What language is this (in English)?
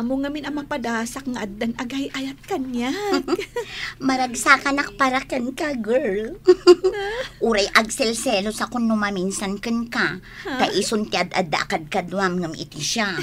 Iloko